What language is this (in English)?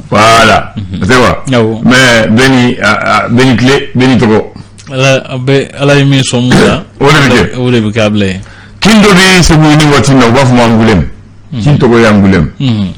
Bambara